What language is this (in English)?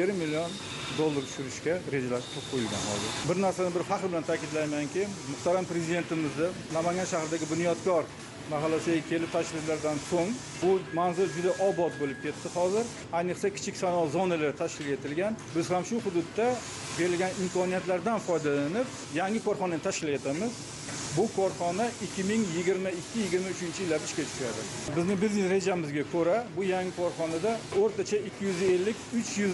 Uzbek